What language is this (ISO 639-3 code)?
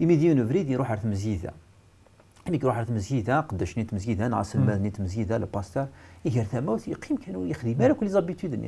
kab